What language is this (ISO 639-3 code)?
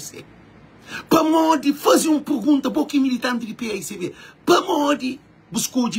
kea